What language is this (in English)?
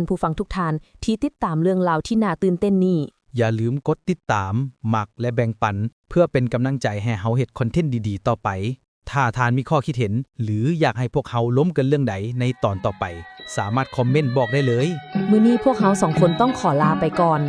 Lao